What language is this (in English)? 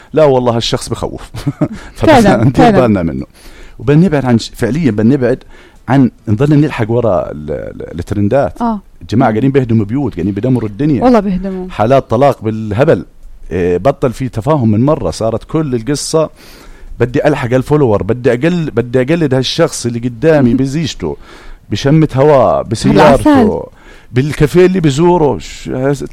North Levantine Arabic